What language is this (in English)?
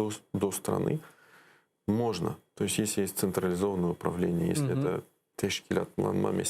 Crimean Tatar